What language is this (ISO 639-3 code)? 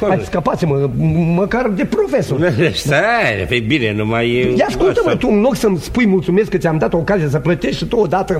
ron